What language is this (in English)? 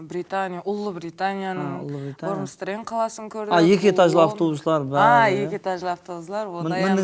Kara-Kalpak